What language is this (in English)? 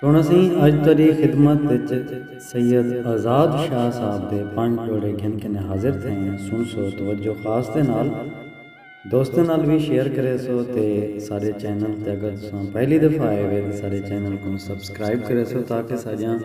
Saraiki